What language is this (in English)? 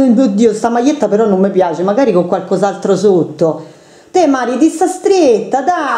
Italian